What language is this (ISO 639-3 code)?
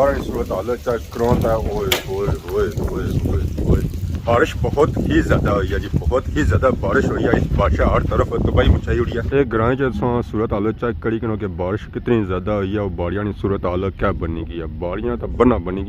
phr